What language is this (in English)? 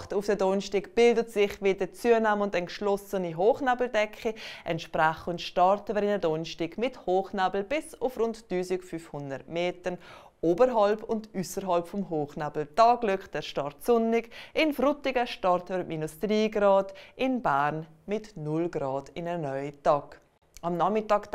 Swiss German